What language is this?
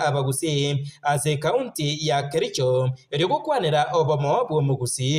Gusii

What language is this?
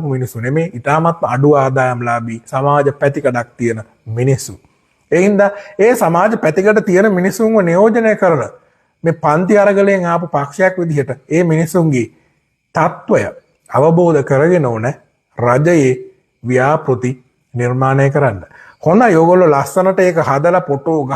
Sinhala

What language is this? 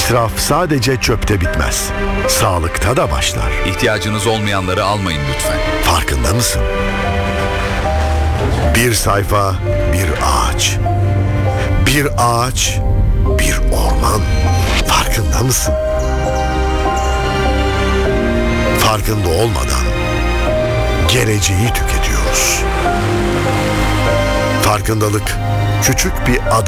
Turkish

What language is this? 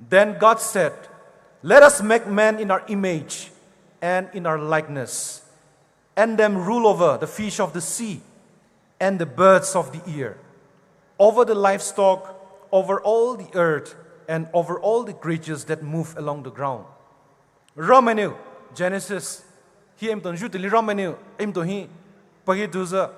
Poumei Naga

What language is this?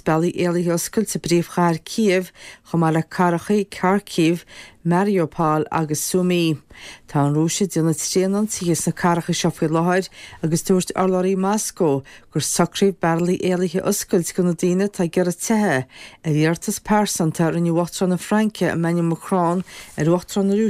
Irish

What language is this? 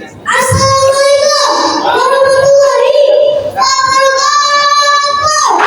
Betawi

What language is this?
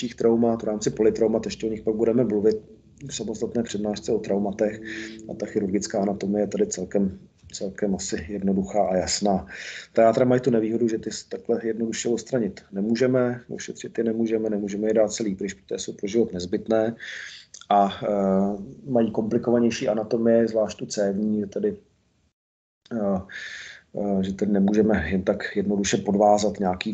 Czech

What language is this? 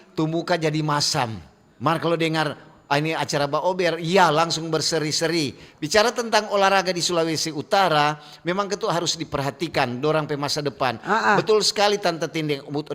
Manado Malay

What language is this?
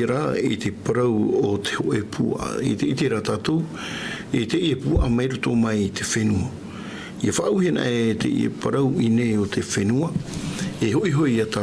Tahitian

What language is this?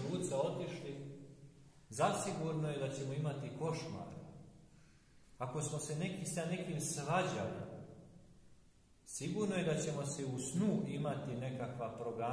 Serbian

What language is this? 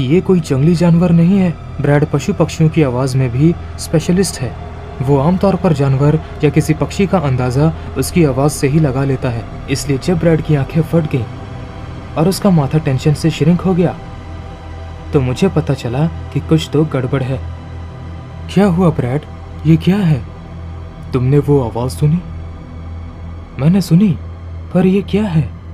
Hindi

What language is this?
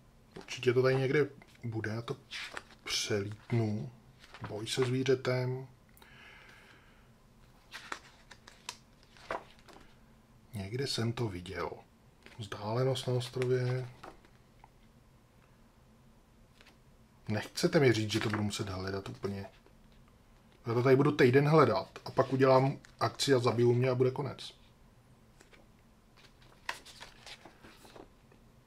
Czech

